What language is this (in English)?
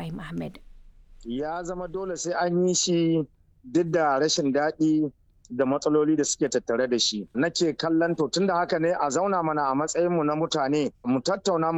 Hausa